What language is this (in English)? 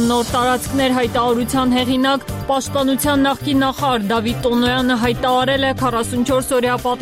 Armenian